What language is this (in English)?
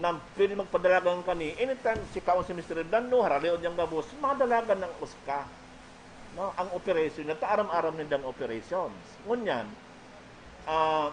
Bikol